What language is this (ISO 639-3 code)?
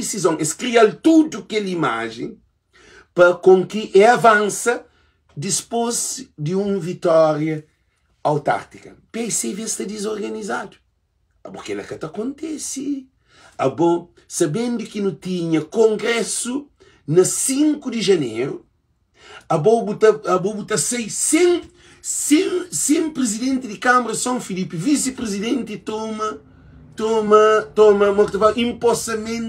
kea